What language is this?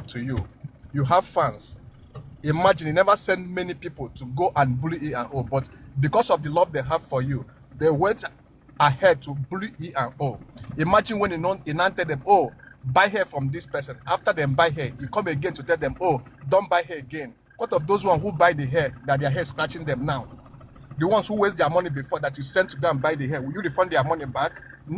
Nigerian Pidgin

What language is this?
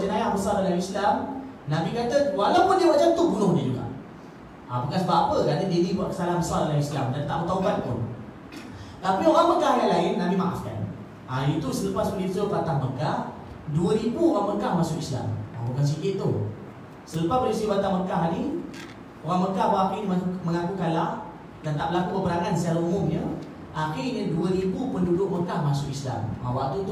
Malay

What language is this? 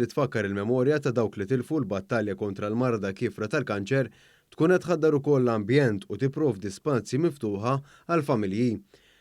Maltese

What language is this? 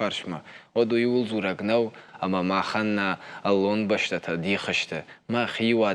Ossetic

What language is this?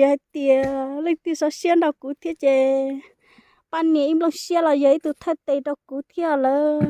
Hmong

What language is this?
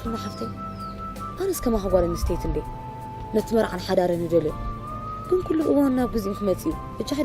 Tigrinya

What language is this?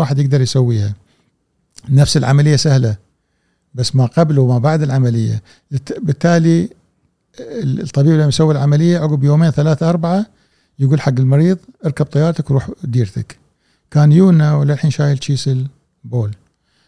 Gulf Arabic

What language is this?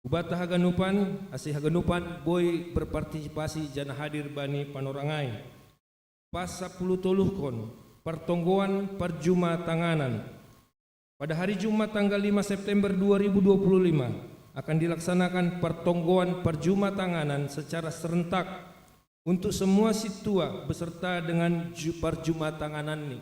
Batak Simalungun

